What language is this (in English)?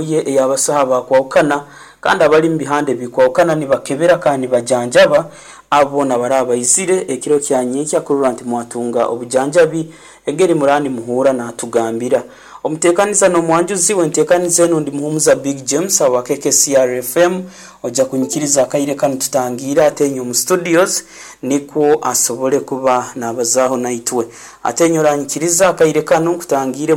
Nyankole